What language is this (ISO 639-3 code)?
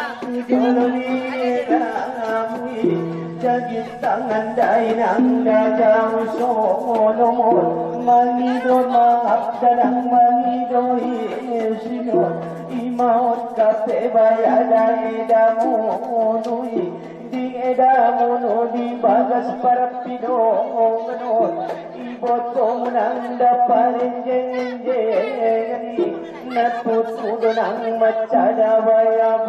akb